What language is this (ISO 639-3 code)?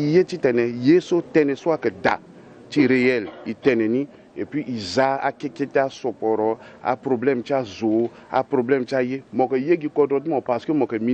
sag